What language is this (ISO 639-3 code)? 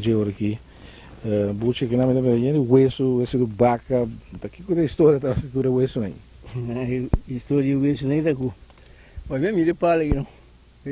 pap